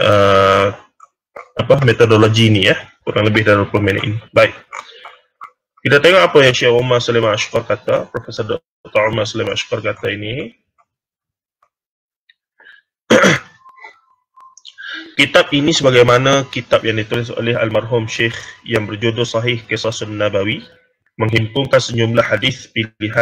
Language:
Malay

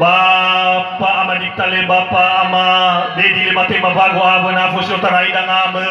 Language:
Nias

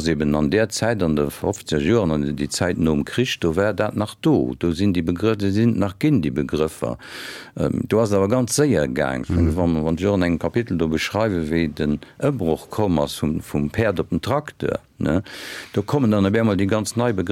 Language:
Luxembourgish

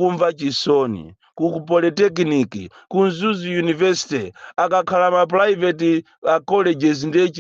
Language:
Nyanja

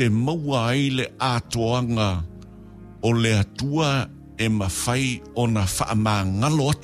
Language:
Samoan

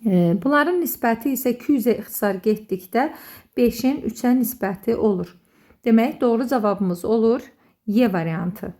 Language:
Azerbaijani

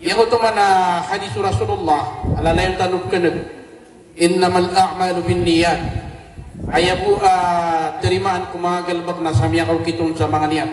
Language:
Maranao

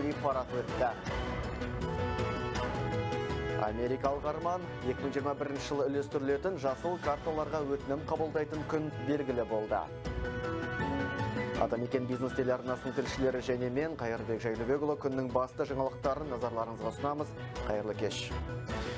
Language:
Kazakh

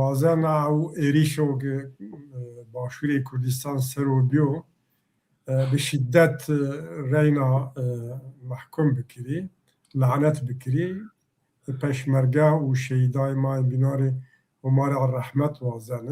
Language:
Zaza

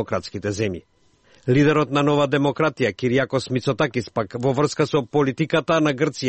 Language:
Macedonian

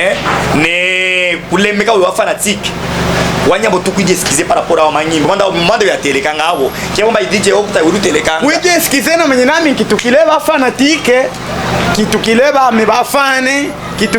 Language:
Luba-Katanga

